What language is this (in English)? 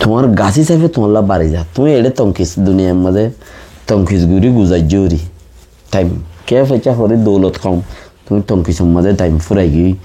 Rohingya